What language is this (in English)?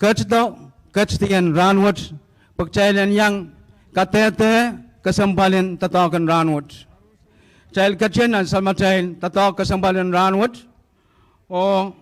Pohnpeian